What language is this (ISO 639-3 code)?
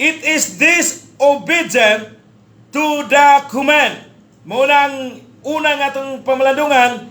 ceb